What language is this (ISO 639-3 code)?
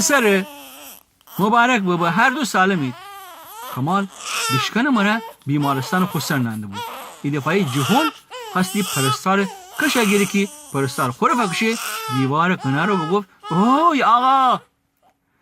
glk